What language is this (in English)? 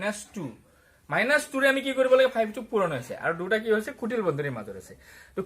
Assamese